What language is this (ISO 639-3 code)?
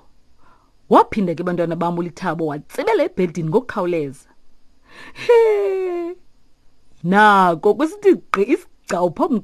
xho